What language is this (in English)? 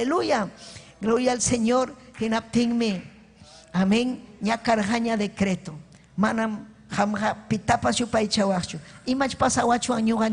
Ayacucho Quechua